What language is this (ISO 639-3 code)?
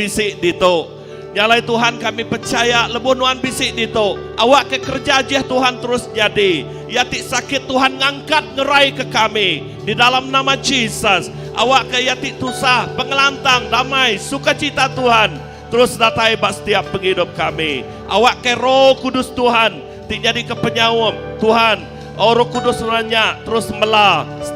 iba